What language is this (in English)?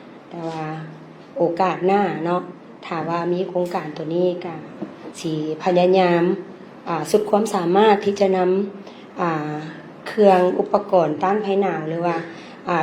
Lao